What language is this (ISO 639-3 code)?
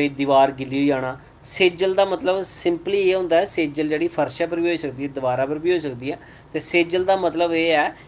doi